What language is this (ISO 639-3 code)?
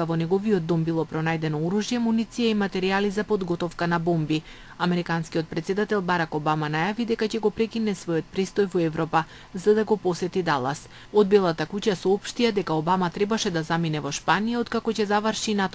mkd